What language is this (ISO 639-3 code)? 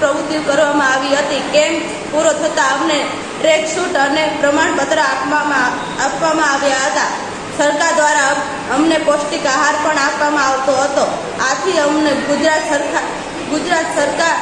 guj